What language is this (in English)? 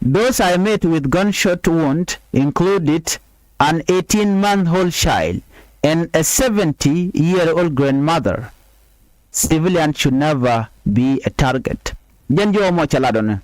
Nuer